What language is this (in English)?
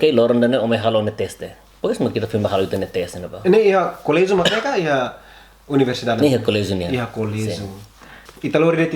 Tetum